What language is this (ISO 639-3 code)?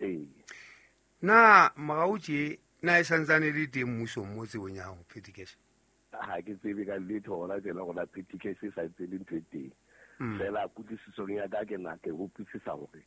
sot